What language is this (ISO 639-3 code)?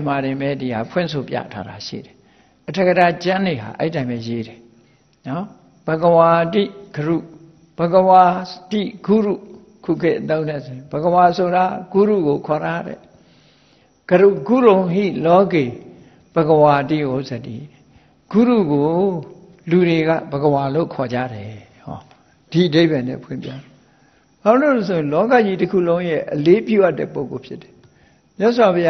mya